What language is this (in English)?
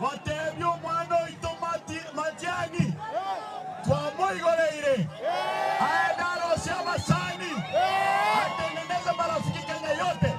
Gusii